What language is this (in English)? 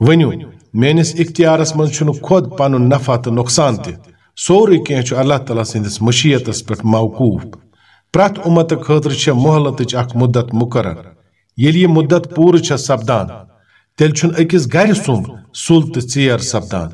Kashmiri